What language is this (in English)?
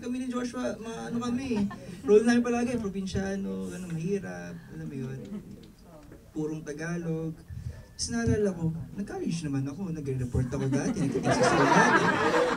Filipino